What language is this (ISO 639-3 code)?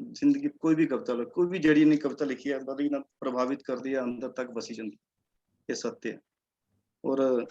doi